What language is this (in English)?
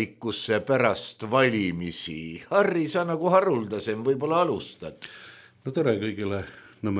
Estonian